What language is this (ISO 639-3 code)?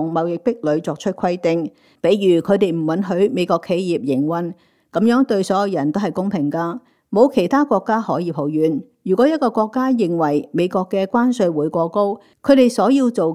yue